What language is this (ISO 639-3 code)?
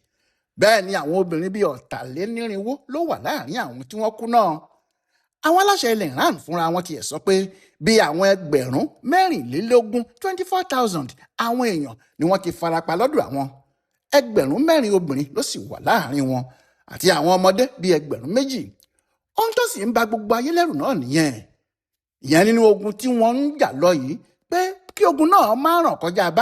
yor